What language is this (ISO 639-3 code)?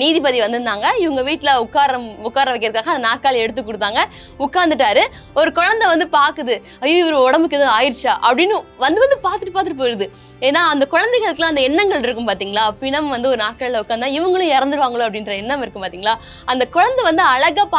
tam